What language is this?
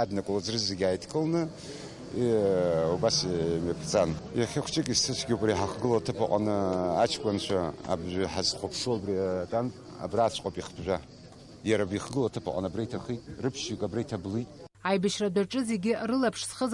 Abkhazian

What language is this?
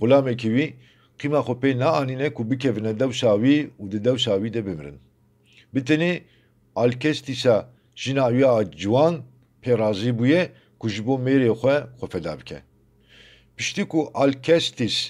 Kurdish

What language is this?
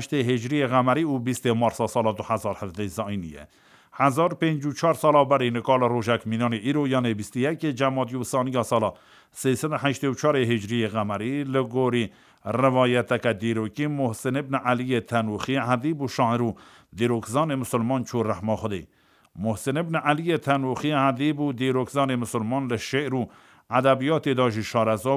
Kurdish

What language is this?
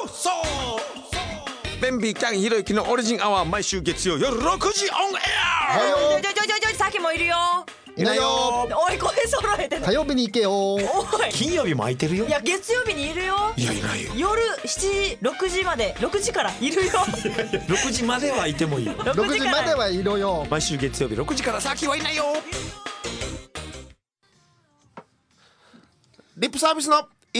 Japanese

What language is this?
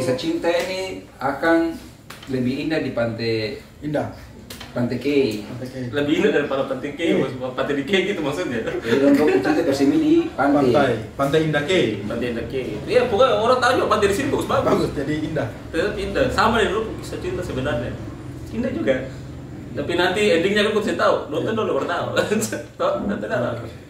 Ambonese Malay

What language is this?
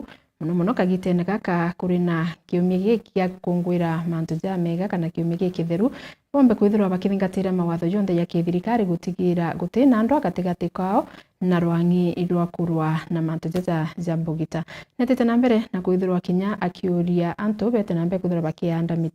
Meru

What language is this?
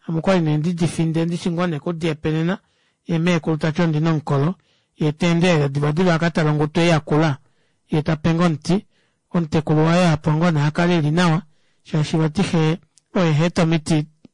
Kuanyama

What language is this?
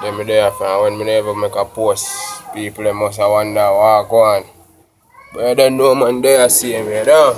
Jamaican Creole English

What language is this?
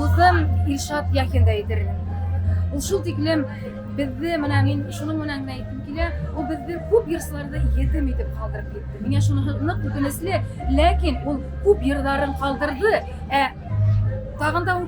Bashkir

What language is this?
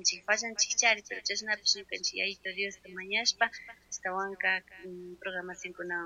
Chimborazo Highland Quichua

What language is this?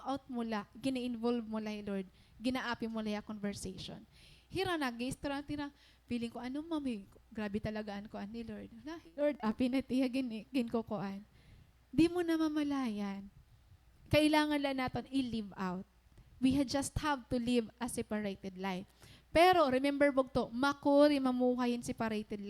Waray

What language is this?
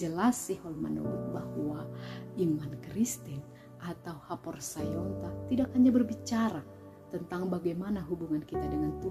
Batak Simalungun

